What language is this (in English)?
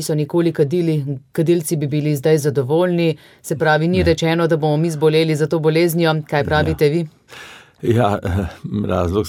Slovenian